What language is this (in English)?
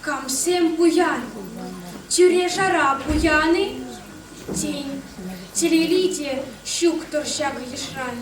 Chuvash